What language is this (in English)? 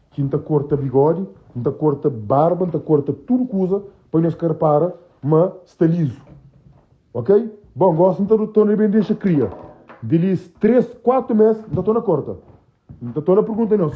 Kabuverdianu